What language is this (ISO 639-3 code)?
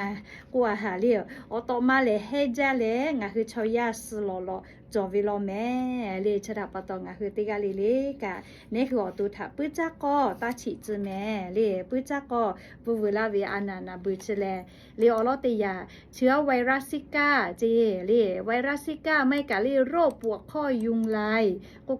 lhu